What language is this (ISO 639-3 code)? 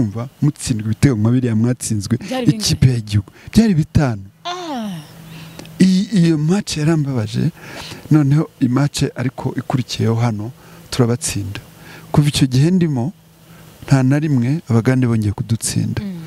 kin